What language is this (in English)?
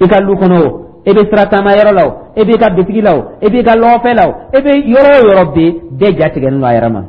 Dyula